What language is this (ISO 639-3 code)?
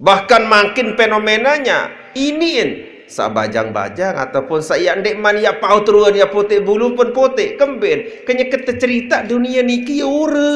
sas